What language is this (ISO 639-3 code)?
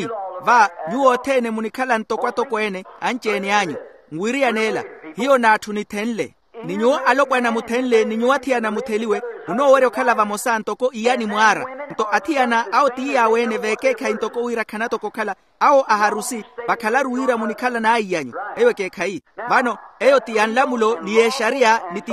vmw